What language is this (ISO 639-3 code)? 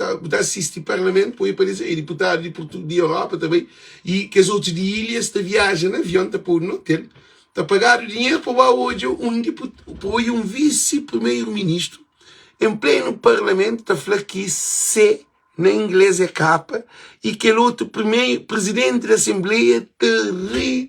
kea